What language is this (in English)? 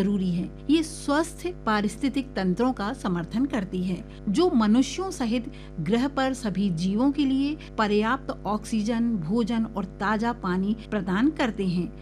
Hindi